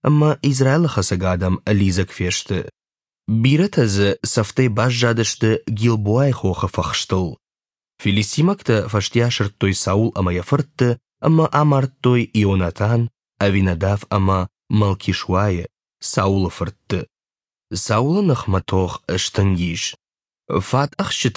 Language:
Ossetic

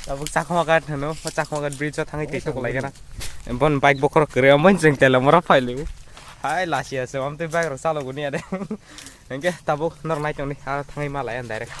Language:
Kok Borok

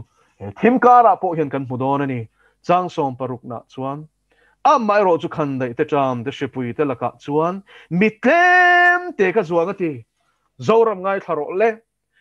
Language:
Mizo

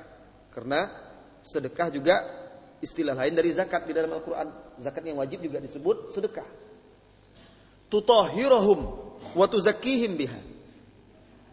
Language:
Indonesian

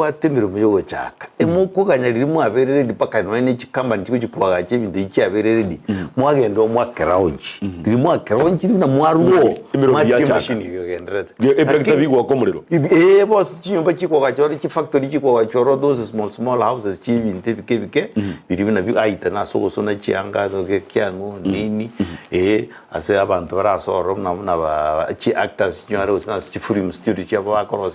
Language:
Gusii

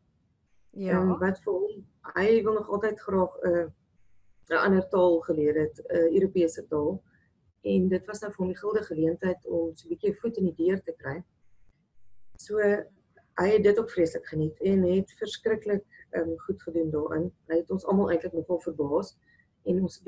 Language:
Afrikaans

